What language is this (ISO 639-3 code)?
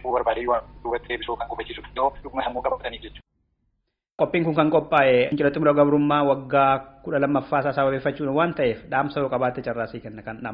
orm